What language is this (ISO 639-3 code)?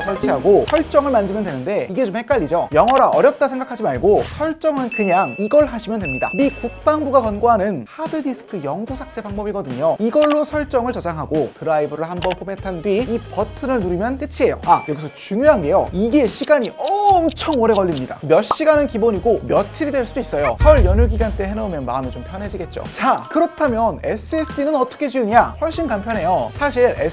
kor